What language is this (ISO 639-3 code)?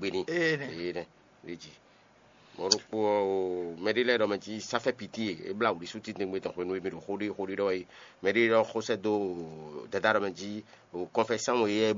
fon